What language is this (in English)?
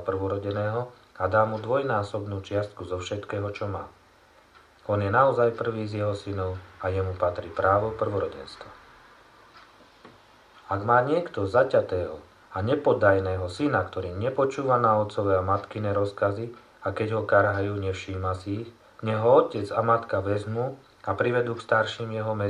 Slovak